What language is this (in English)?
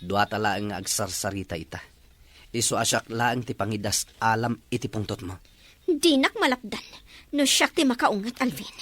Iloko